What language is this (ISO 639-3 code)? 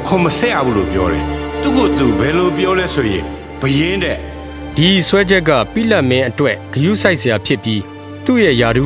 mya